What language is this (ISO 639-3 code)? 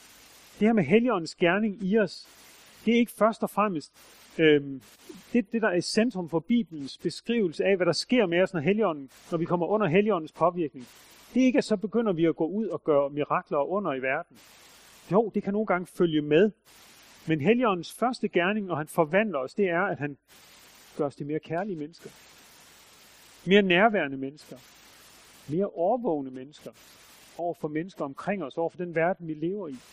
dan